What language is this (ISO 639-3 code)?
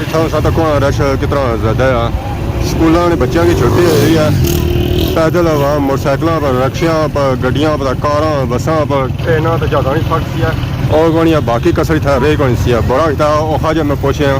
phr